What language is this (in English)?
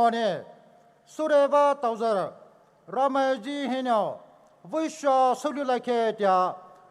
Poumei Naga